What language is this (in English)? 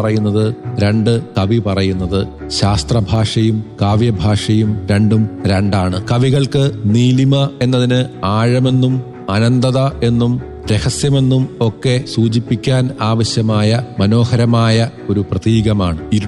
Malayalam